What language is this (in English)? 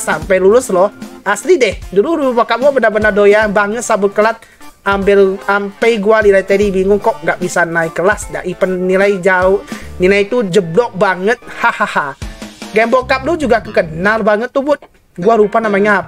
Indonesian